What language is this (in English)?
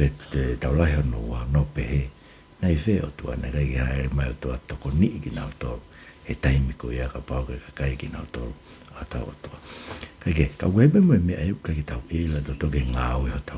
Tongan